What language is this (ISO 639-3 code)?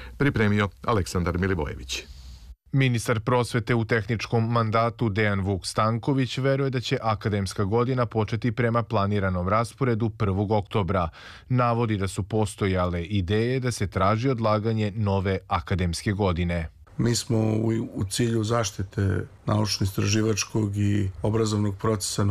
srp